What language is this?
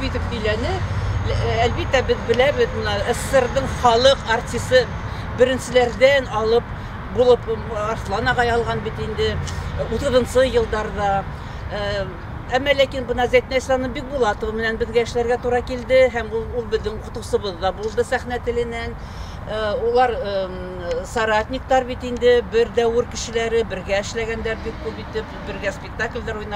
Bashkir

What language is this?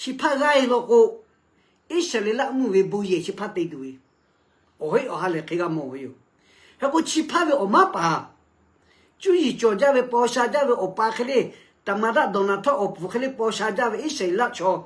Lahu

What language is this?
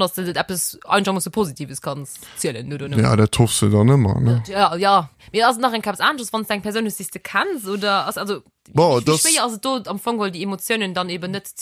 Luxembourgish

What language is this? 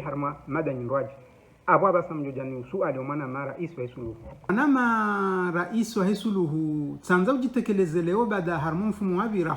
Ngazidja Comorian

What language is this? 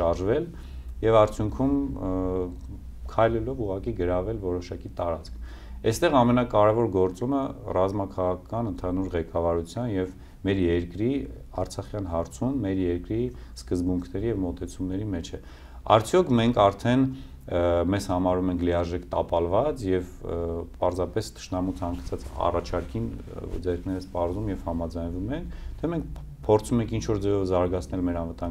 Armenian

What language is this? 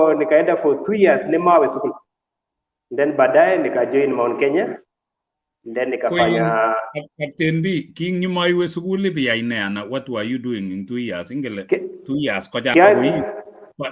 Kalenjin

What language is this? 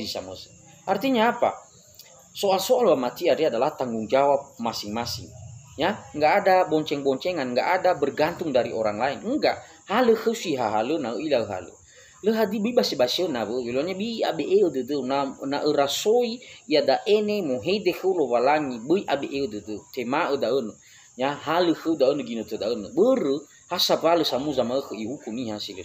Nias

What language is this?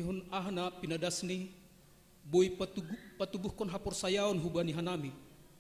Batak Simalungun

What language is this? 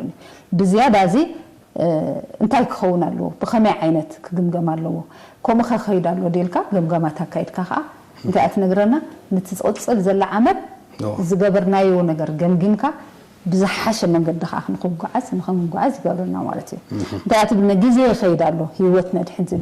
Tigrinya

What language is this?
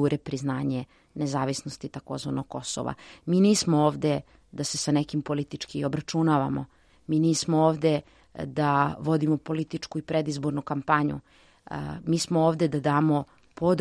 Serbian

